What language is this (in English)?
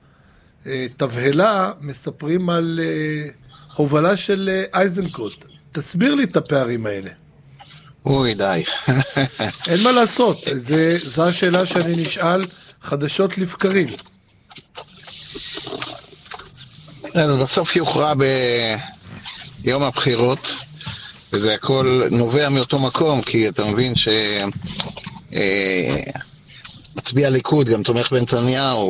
Hebrew